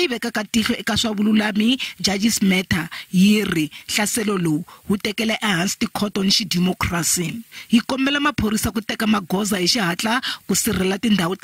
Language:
Tsonga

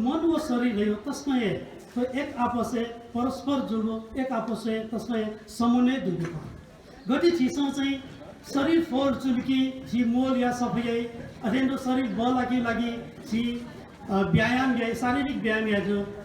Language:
Newari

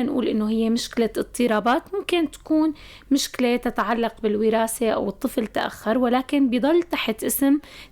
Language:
North Levantine Arabic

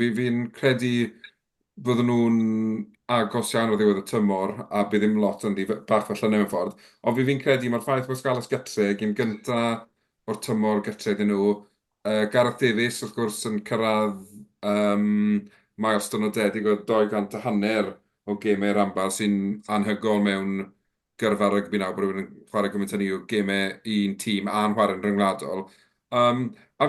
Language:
Welsh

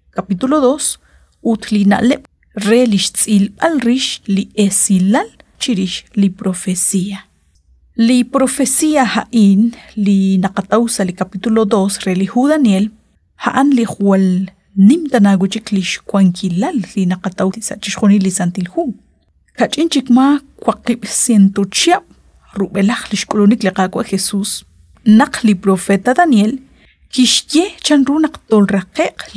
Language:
Kekchí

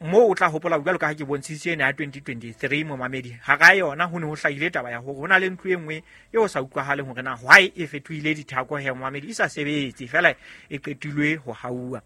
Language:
Southern Sotho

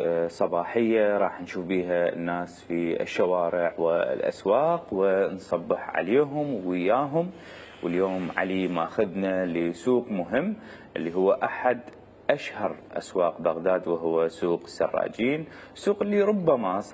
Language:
Mesopotamian Arabic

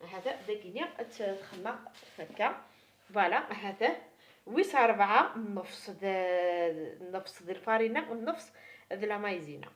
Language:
Kabyle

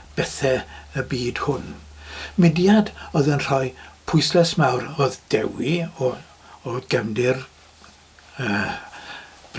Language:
Welsh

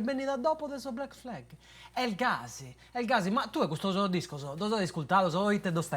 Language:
Sardinian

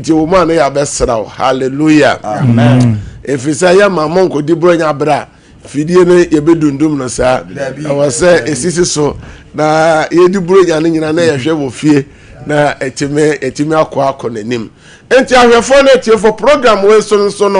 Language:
Akan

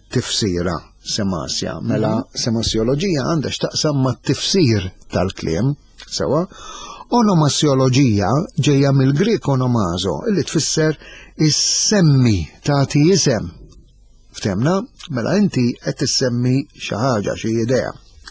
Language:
Maltese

